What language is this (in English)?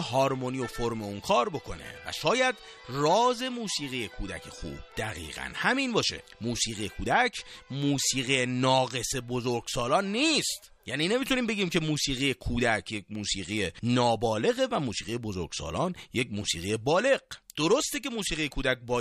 Persian